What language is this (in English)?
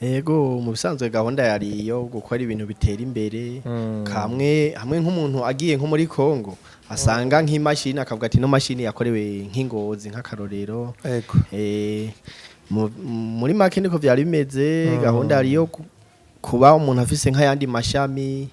Rundi